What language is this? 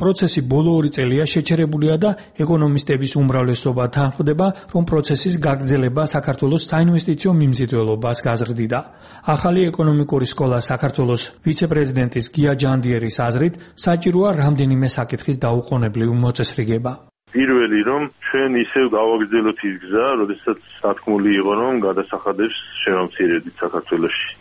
Georgian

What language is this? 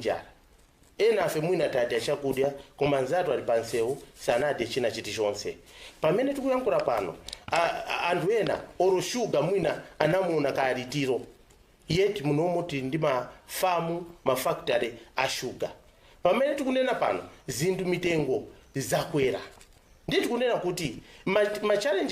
Nyanja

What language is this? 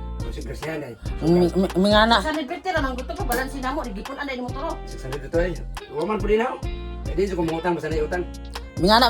Cebuano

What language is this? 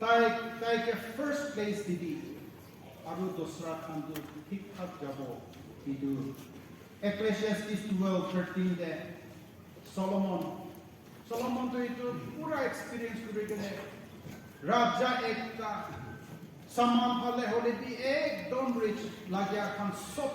Naga Pidgin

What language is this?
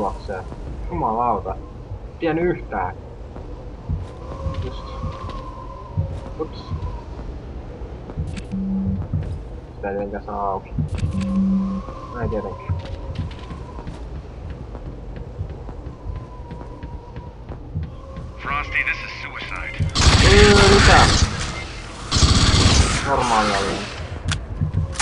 Finnish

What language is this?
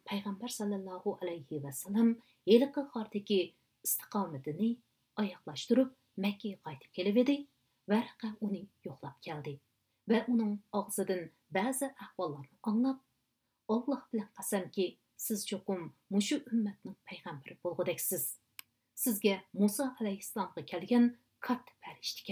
Uyghur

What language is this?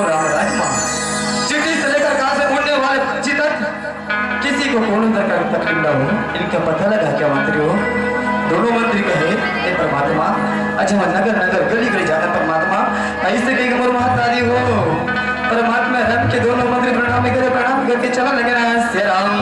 Chhattisgarhi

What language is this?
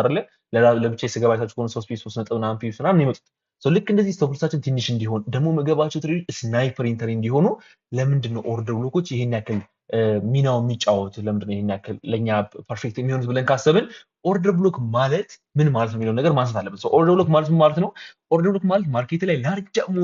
Amharic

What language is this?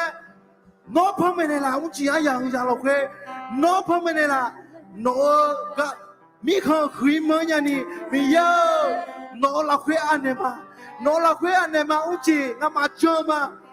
Akha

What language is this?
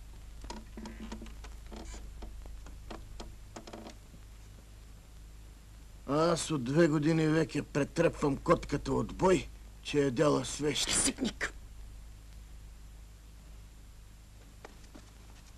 Bulgarian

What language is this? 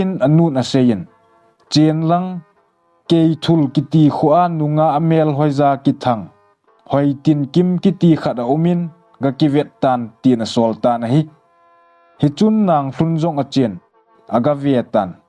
Thado Chin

